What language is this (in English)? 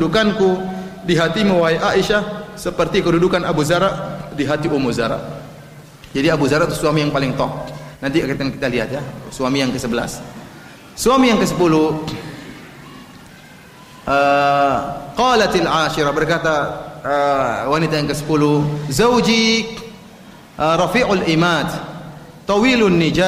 Indonesian